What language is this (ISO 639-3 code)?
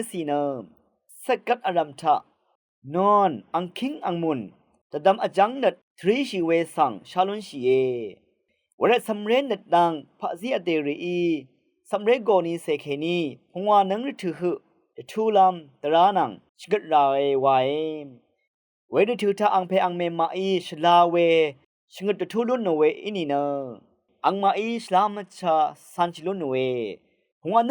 raw